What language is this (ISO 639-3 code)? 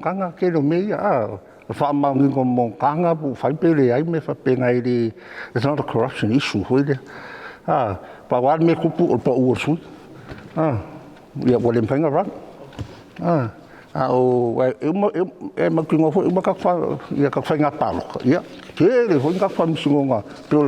smo